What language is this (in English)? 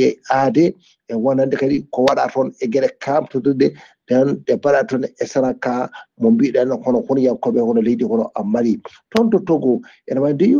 Fula